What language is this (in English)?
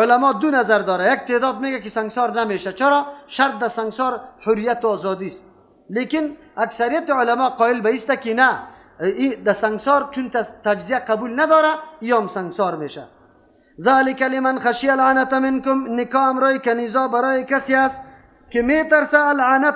Persian